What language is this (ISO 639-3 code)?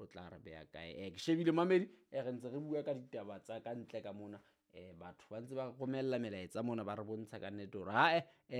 sot